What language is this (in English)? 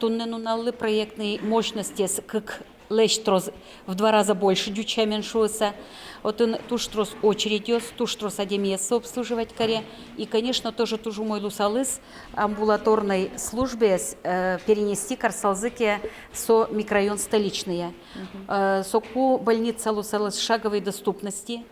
Udmurt